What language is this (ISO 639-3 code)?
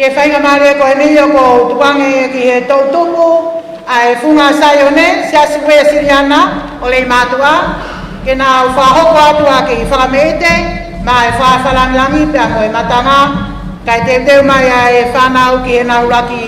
ton